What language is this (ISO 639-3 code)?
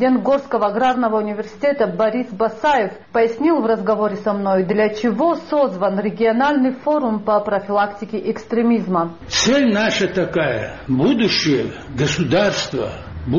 rus